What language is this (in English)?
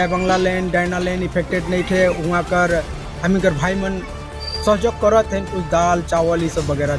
Sadri